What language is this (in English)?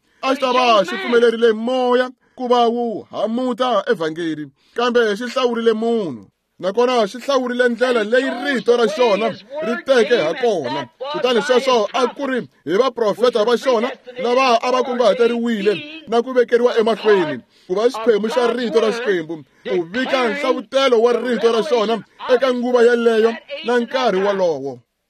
Tsonga